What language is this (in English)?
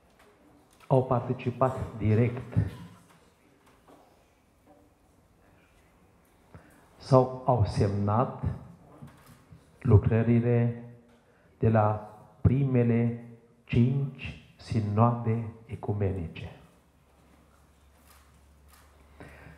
Romanian